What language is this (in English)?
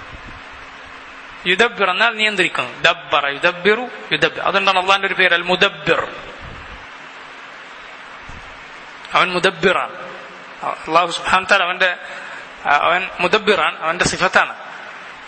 Malayalam